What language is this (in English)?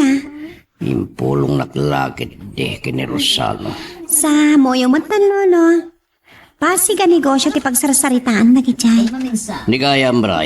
Iloko